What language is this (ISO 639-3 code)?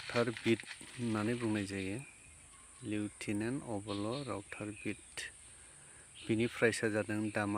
brx